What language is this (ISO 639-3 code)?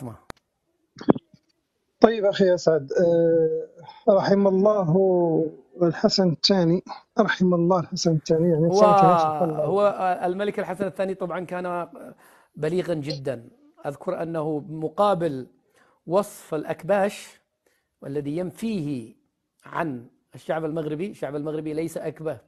ara